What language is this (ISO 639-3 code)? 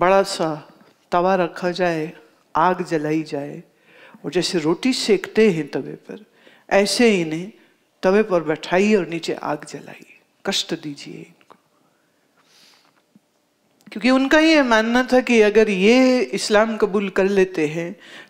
hin